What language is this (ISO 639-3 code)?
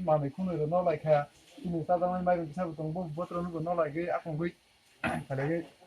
trp